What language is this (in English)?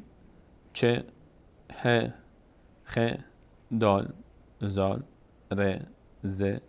Persian